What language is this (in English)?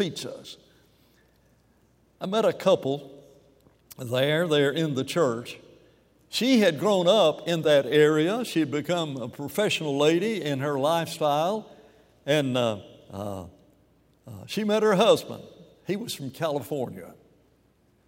English